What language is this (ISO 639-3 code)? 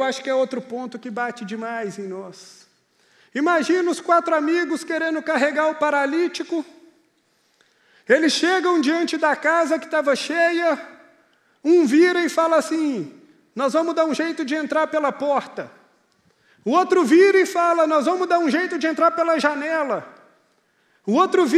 por